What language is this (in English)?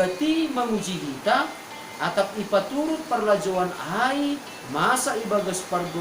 Batak Simalungun